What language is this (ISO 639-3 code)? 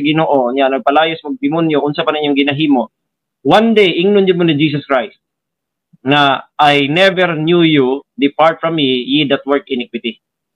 ceb